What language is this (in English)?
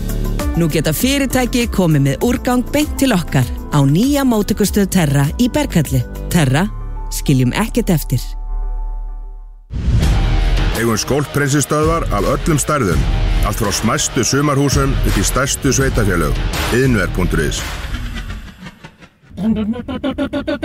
Icelandic